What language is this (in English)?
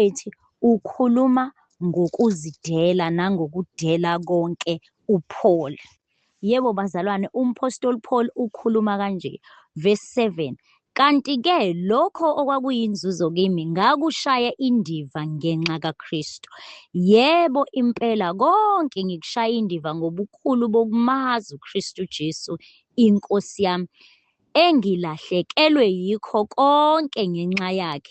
Zulu